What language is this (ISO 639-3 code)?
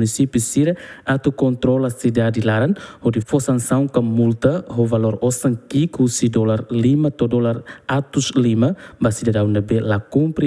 tet